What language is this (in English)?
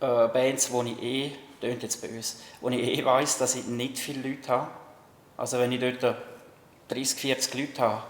Swiss German